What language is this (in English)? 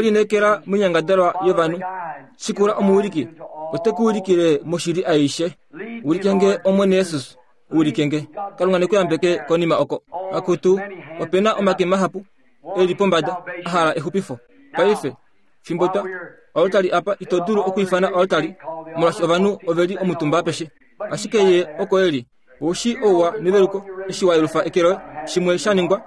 Kuanyama